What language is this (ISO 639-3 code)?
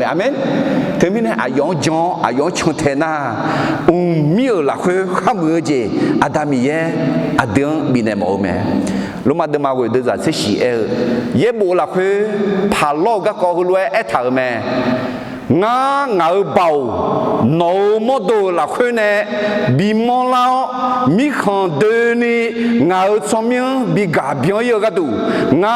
ahk